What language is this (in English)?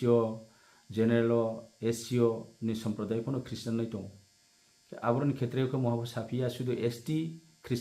Riang (India)